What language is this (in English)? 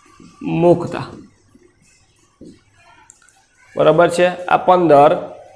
Gujarati